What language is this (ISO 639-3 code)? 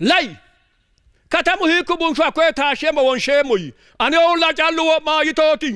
sid